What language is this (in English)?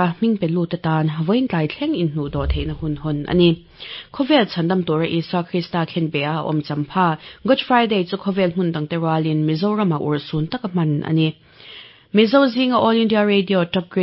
Mizo